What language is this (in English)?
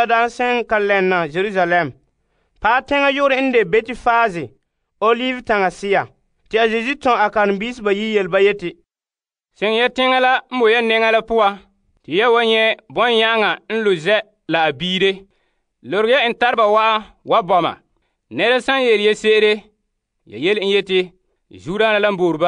Frafra